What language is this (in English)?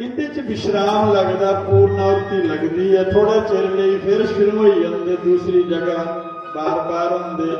Dogri